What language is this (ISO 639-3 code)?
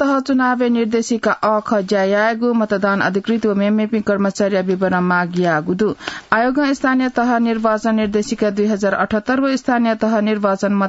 new